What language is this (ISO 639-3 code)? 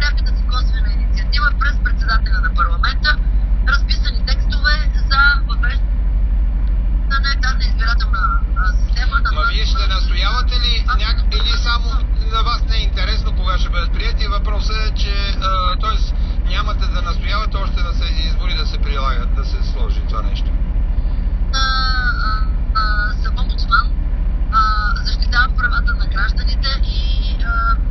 bul